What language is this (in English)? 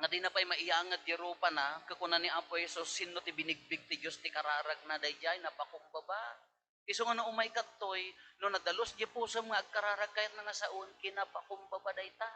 Iloko